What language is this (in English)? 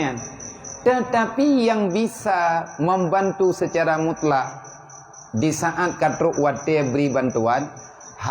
Achinese